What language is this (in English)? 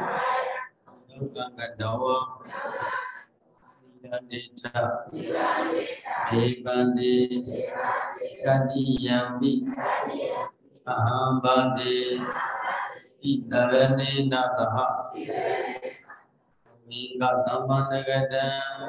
Burmese